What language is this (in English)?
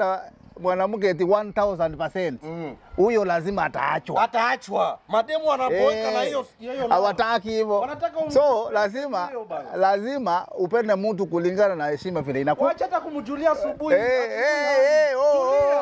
Swahili